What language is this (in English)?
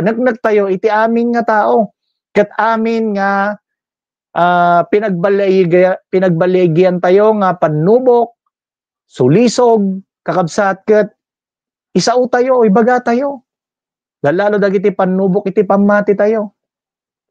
Iloko